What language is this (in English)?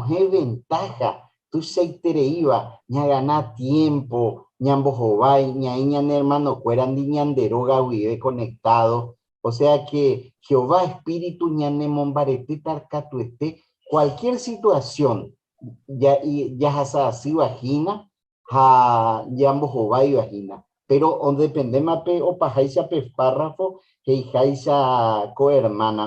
Guarani